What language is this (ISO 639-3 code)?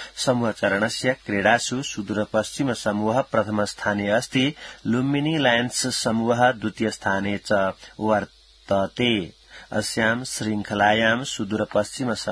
san